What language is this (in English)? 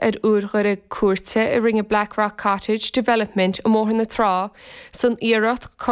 Irish